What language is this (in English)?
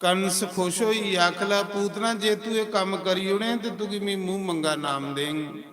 Dogri